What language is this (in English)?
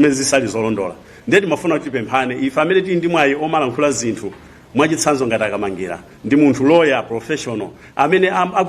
Nyanja